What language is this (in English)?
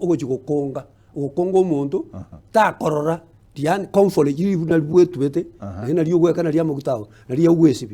Gusii